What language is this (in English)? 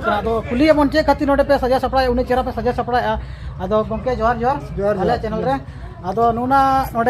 Santali